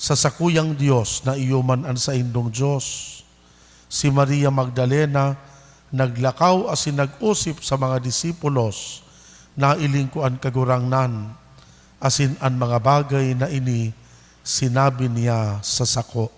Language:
Bikol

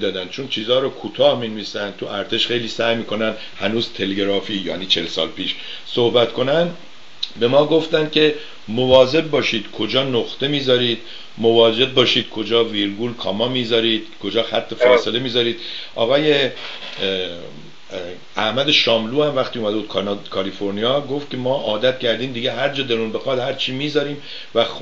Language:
Persian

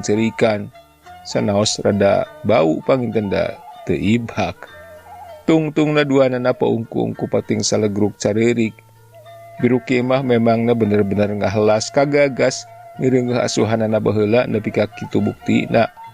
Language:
Sundanese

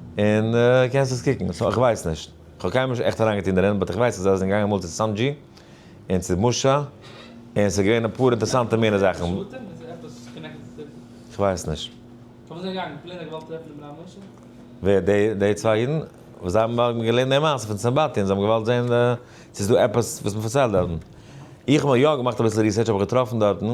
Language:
Yiddish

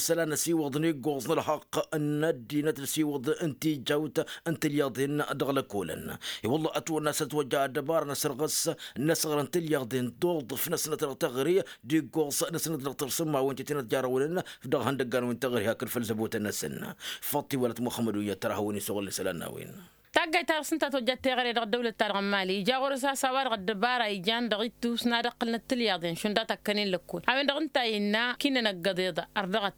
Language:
Tamasheq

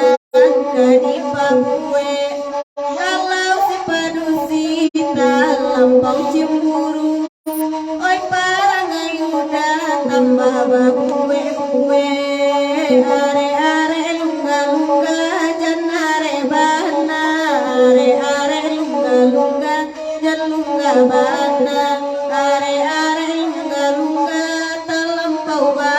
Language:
Minangkabau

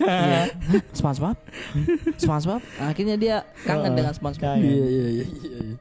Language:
Makassar Malay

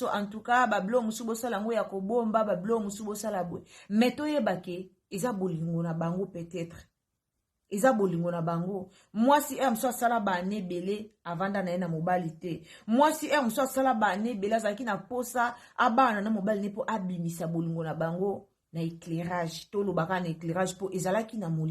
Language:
Lingala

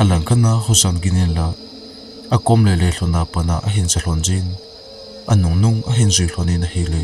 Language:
Thado Chin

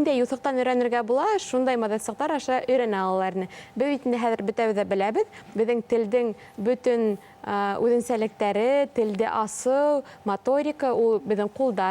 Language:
Bashkir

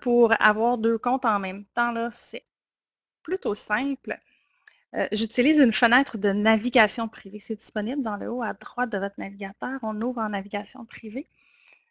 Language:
French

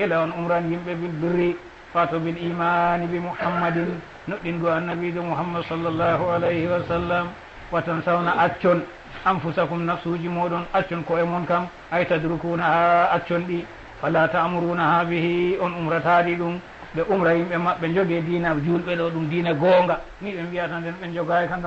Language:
Fula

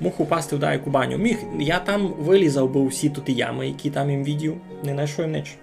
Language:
Rusyn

